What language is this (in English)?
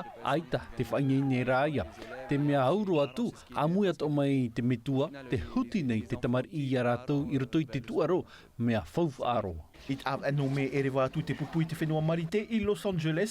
Tahitian